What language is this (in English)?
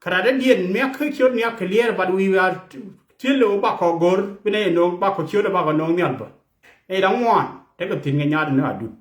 Nuer